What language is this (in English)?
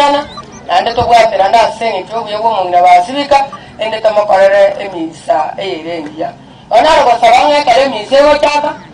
Gusii